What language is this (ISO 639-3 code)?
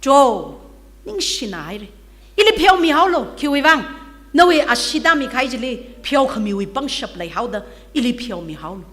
nmf